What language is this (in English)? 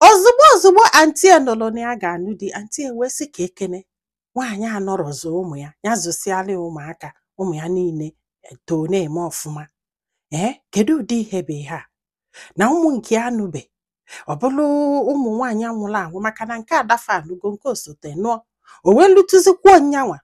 Igbo